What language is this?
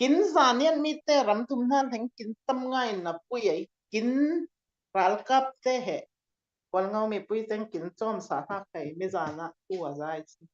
Falam Chin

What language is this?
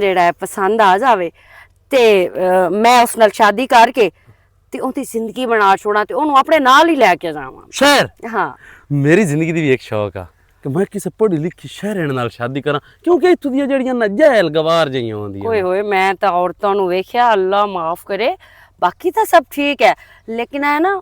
Western Panjabi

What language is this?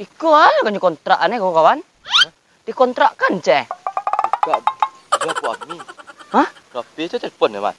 Minangkabau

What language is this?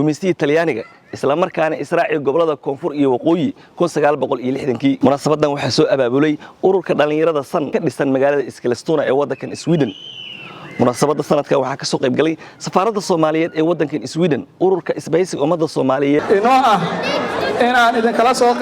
Somali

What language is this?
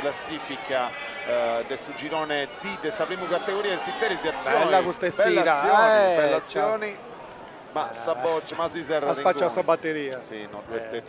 Sardinian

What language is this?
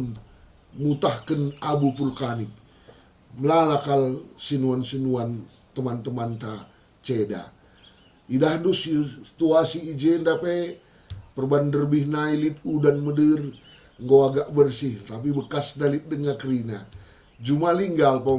Batak Karo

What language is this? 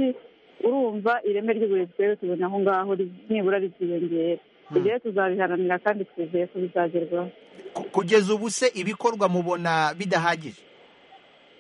Kinyarwanda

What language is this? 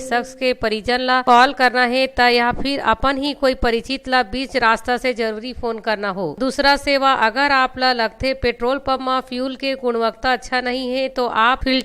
Chhattisgarhi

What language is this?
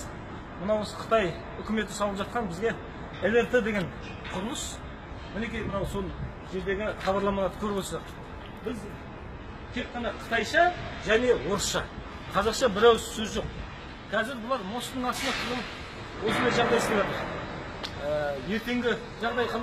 Kazakh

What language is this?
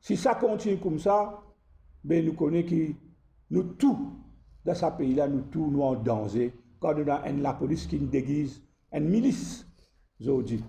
Morisyen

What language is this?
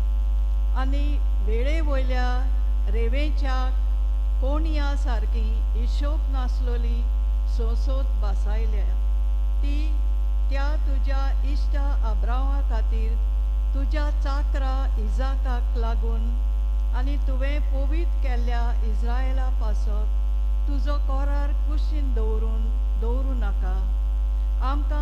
Konkani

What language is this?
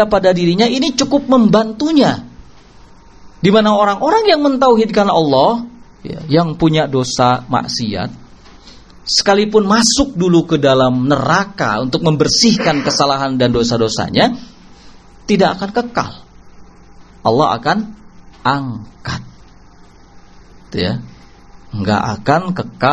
Indonesian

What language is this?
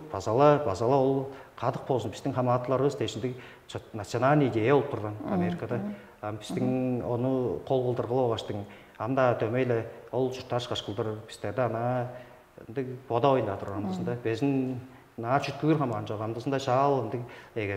Tuvinian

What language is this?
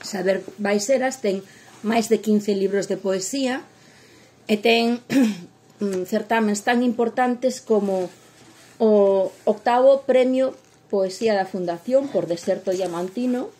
Galician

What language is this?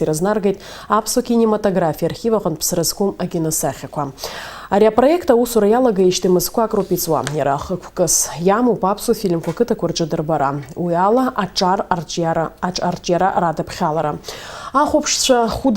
Abkhazian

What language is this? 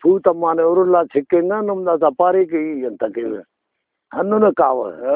Brahui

